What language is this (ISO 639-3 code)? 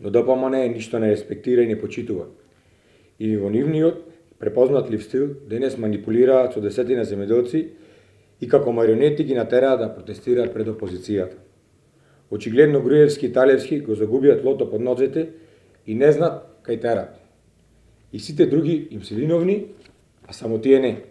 mkd